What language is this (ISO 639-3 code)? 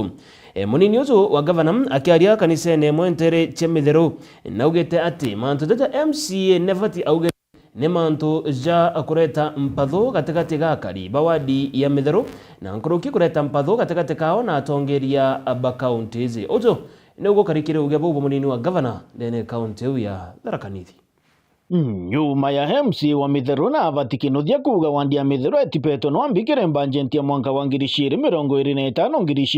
mer